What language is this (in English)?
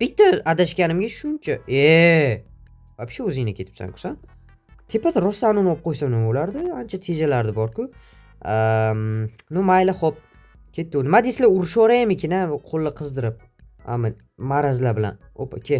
Uzbek